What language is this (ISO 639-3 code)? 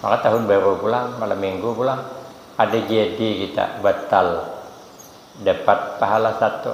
bjn